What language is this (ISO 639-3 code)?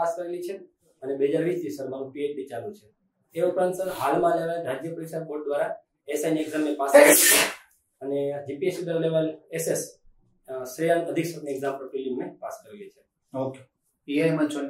guj